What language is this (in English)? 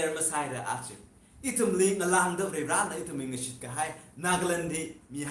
Tangkhul Naga (India)